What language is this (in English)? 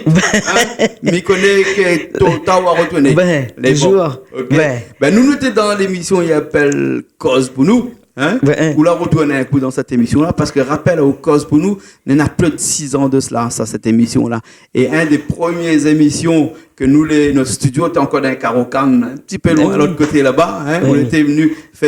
Réunion Creole French